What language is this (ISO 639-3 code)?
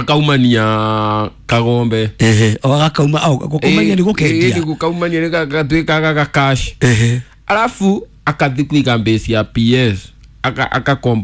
kik